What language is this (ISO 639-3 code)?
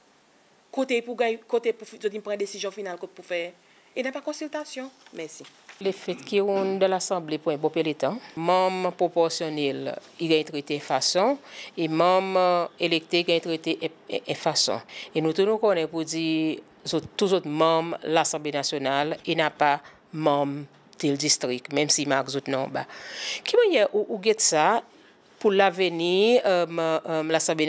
crs